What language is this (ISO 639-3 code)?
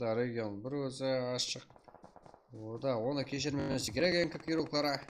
kaa